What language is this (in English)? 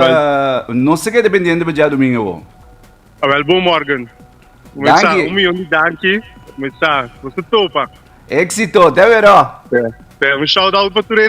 Papiamento